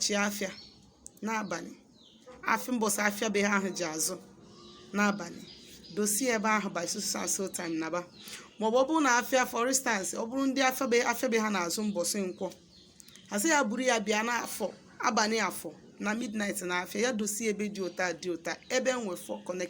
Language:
Igbo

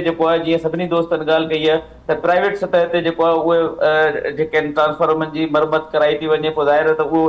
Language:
Sindhi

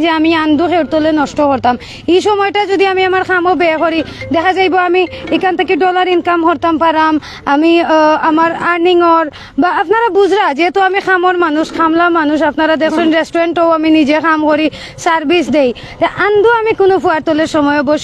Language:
Sylheti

